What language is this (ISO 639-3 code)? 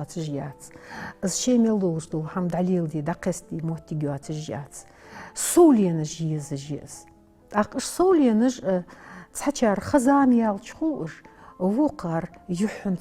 inh